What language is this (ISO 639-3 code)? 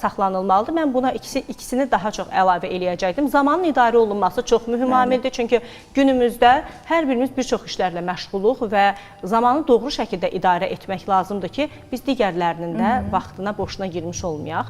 aze